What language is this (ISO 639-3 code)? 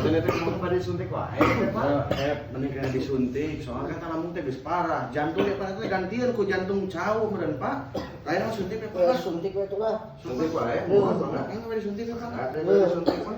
sun